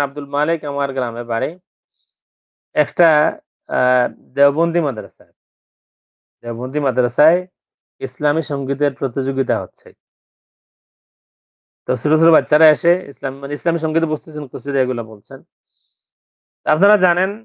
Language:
Bangla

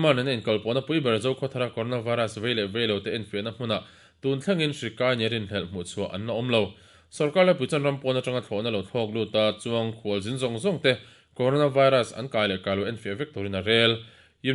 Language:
Mizo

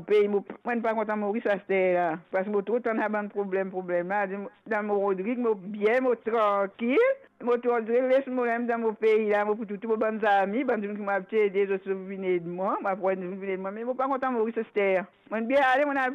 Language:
Morisyen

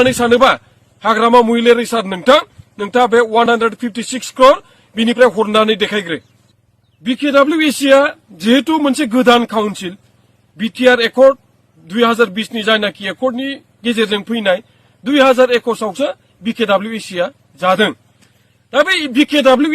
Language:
Bodo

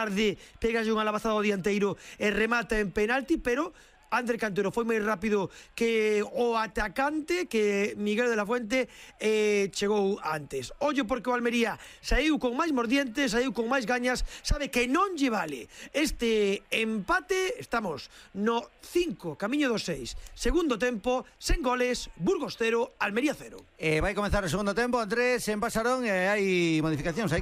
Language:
Galician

